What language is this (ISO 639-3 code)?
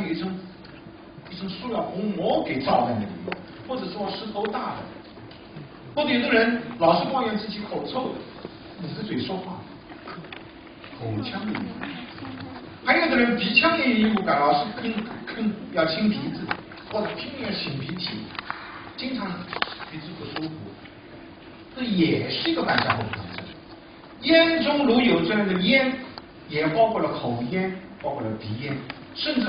zho